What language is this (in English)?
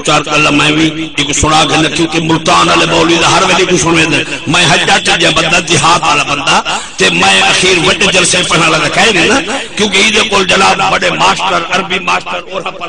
Saraiki